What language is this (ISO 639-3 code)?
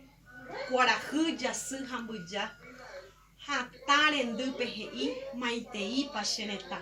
grn